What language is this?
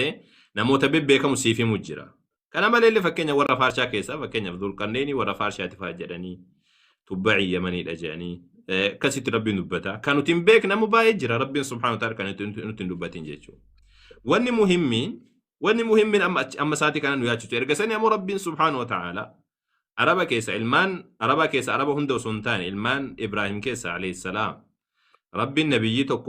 Oromo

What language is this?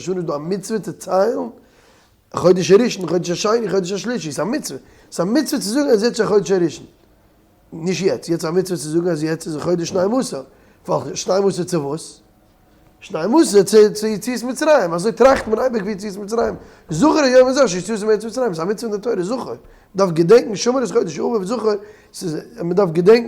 Yiddish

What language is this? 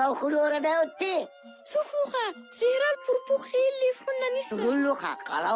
Lak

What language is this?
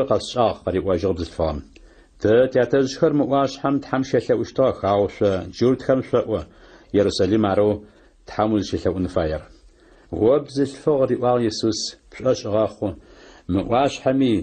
Adyghe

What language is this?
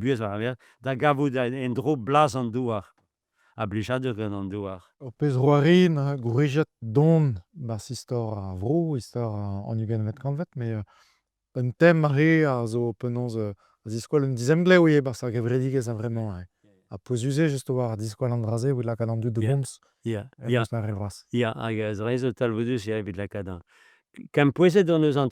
Breton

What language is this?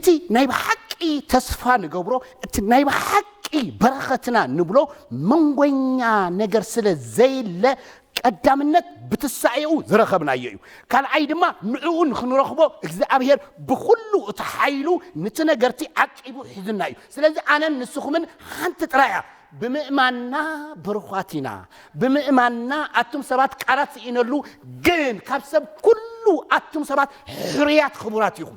Tigrinya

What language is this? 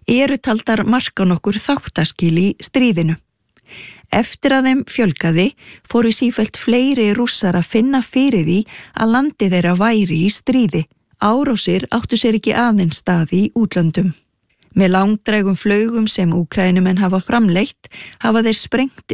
Icelandic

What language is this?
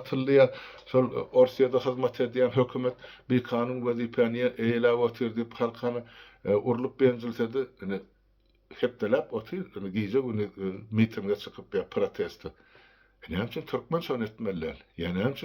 Turkmen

